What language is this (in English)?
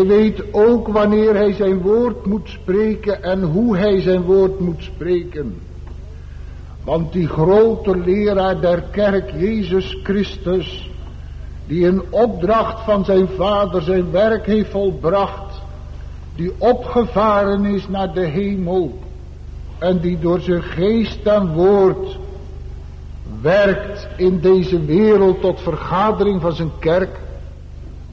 Dutch